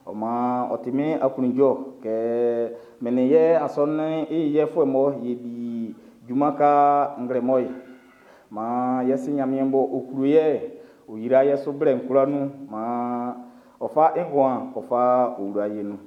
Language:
Baoulé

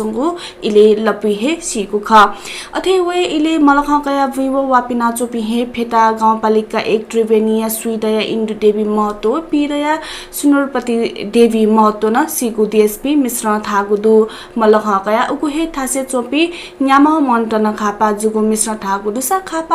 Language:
Newari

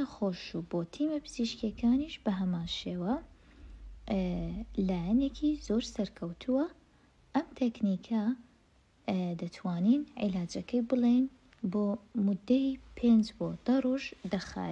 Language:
Central Kurdish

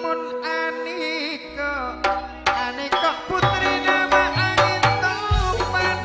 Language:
Madurese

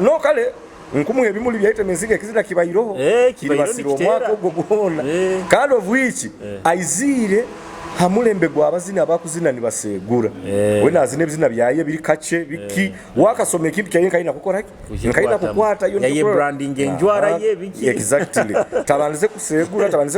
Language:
Nyoro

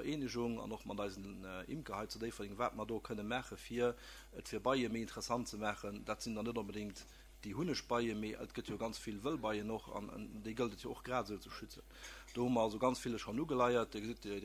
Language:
Luxembourgish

